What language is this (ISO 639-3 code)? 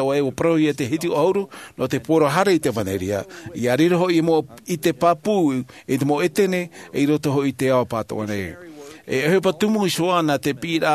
tah